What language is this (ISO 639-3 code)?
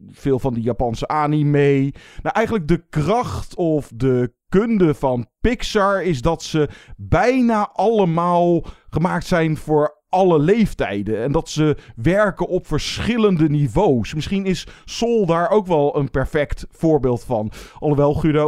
nld